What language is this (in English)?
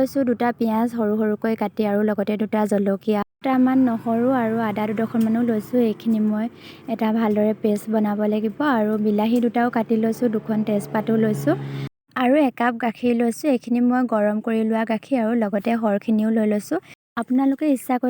Assamese